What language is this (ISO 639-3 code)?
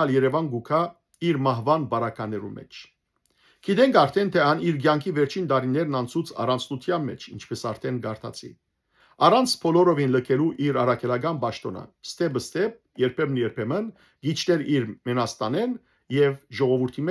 hyw